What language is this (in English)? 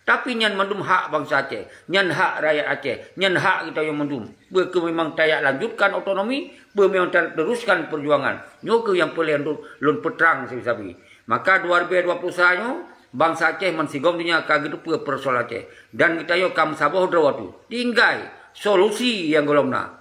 Achinese